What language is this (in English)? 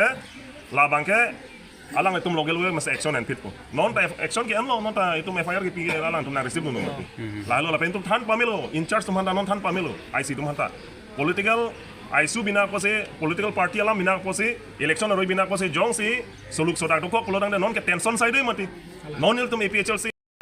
Karbi